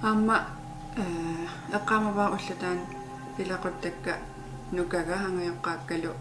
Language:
Kalaallisut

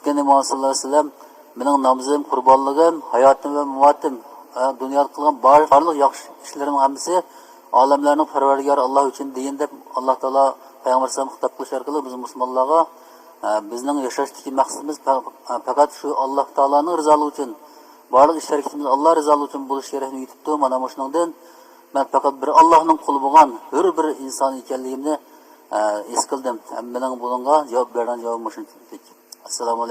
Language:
Uyghur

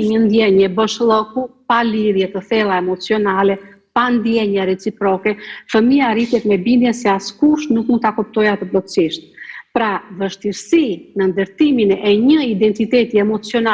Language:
Albanian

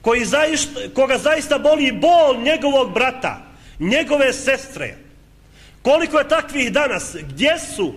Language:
Bosnian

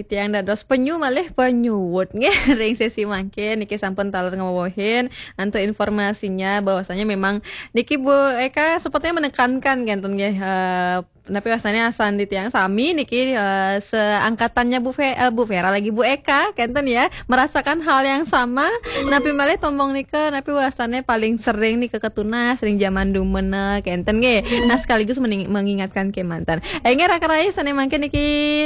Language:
Balinese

